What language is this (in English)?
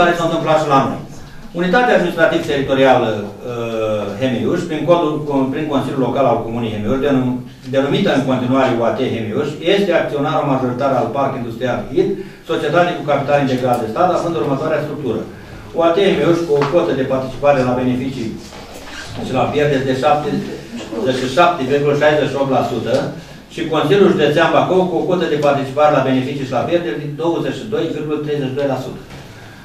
Romanian